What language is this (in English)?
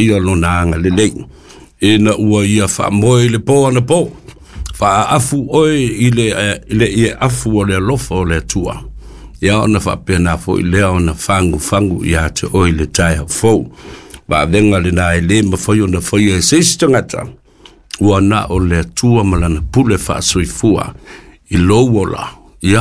Samoan